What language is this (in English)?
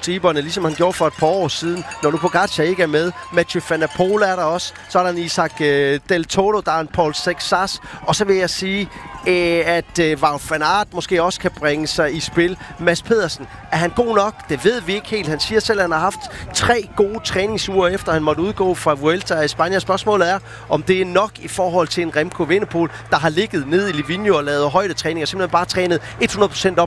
Danish